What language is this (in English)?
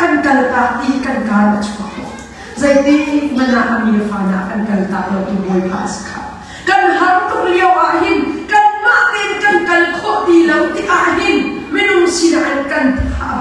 Hakha Chin